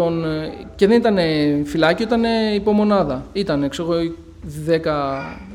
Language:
Greek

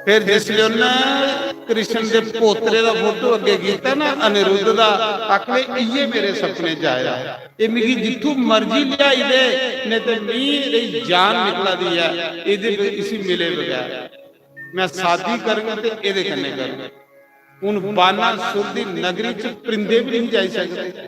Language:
Dogri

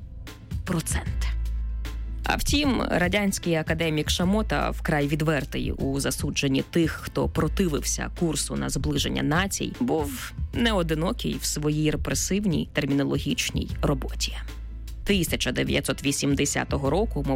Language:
Ukrainian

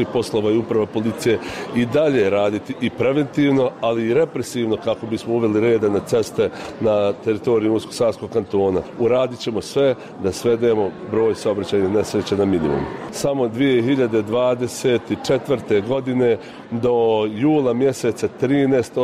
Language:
Bosnian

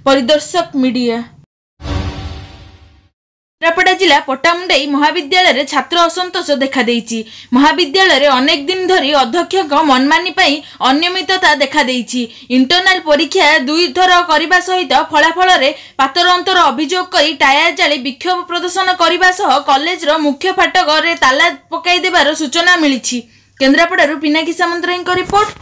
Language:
Odia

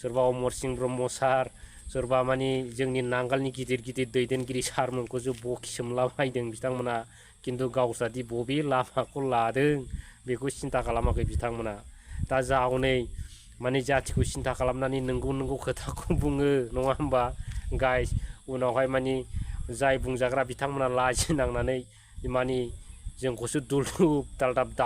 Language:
Bodo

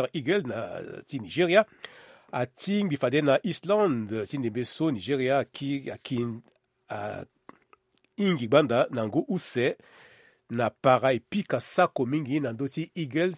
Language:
Sango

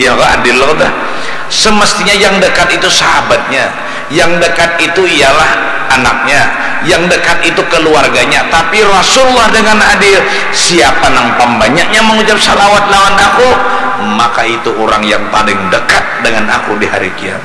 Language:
Banjar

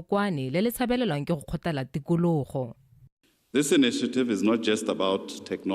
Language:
Tswana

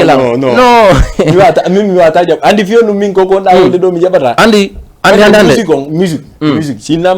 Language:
Fula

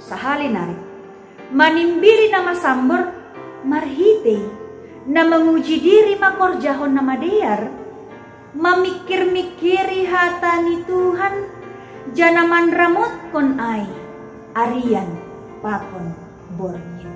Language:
Batak Simalungun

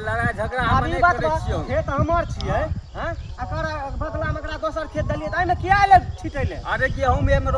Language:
Maithili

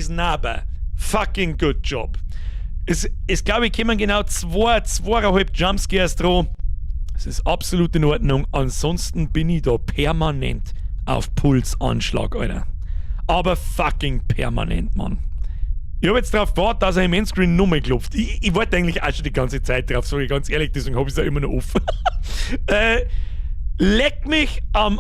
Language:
Bavarian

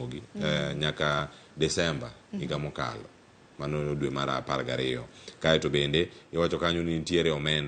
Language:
Luo (Kenya and Tanzania)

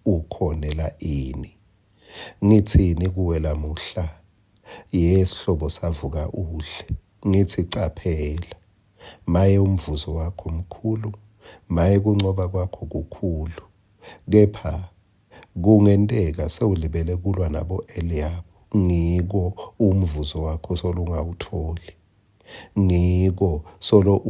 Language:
Swati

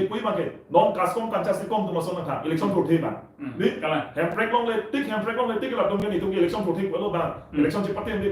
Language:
Karbi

